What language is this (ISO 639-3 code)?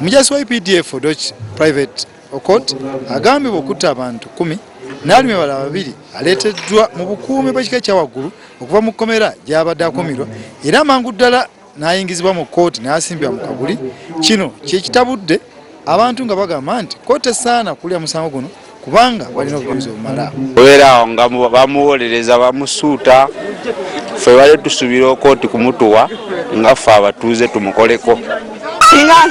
lug